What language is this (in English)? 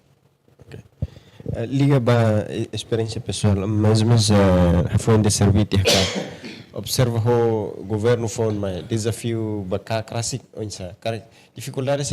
Tetum